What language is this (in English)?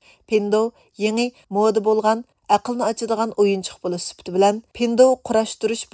Uyghur